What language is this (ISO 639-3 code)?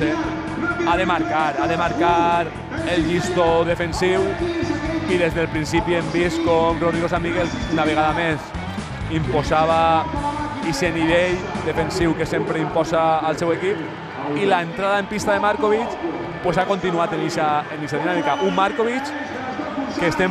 cat